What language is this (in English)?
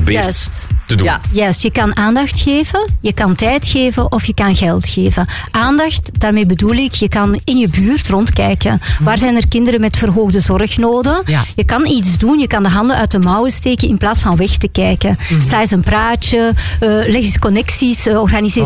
Dutch